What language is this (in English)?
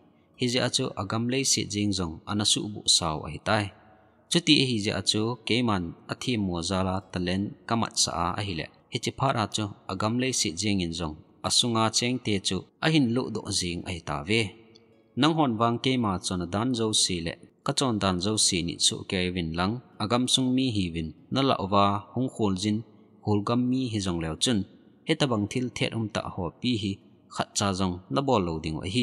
Thado Chin